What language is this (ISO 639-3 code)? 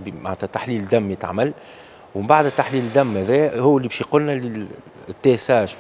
aeb